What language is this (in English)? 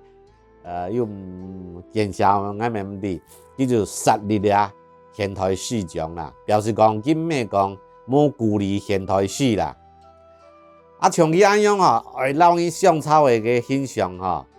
Hakka Chinese